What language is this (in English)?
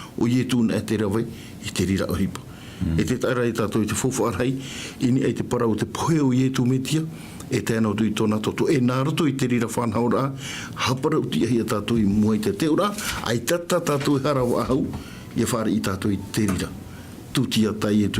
Tahitian